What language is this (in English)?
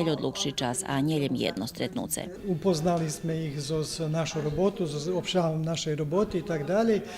Rusyn